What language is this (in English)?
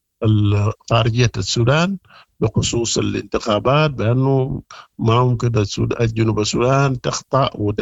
Sudanese Arabic